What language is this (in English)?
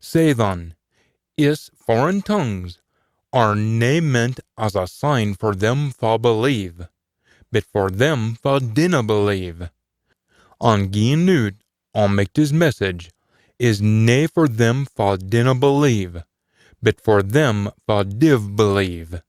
Scots